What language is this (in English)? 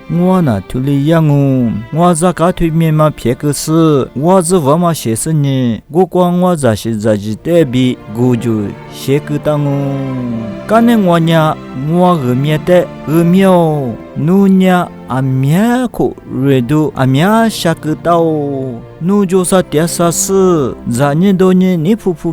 Lisu